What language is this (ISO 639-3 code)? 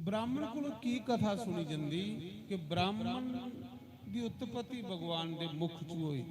doi